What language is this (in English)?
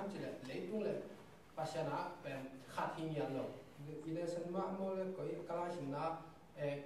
Tedim Chin